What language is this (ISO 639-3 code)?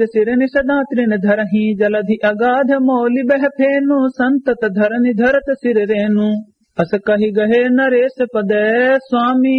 awa